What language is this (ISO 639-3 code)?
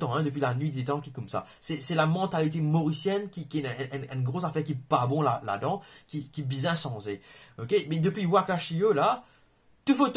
mfe